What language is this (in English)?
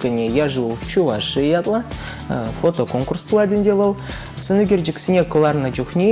Chuvash